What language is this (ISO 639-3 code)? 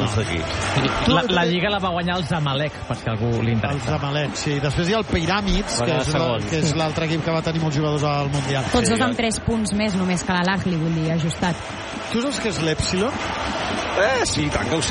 cat